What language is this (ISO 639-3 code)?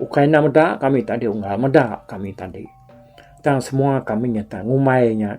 iba